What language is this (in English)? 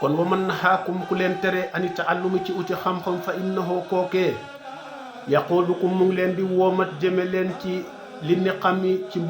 Wolof